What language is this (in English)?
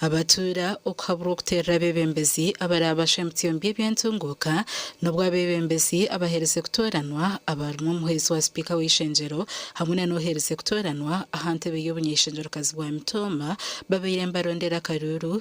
Nyankole